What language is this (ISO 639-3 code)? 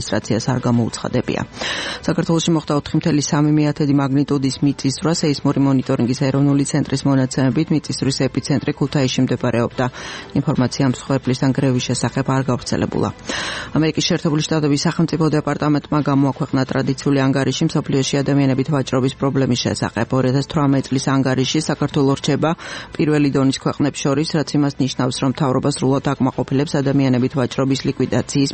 kat